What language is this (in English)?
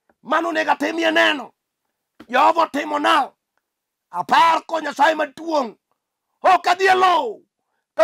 Luo (Kenya and Tanzania)